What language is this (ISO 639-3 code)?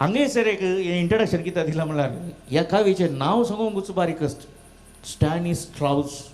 kok